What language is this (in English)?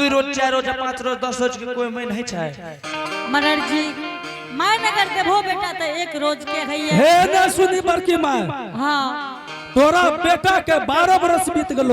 Angika